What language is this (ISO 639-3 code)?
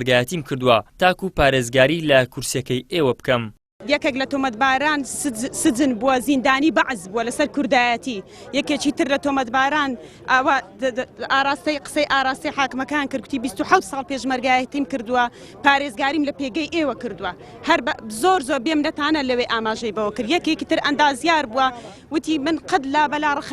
ckb